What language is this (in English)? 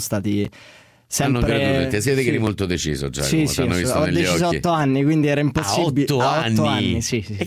Italian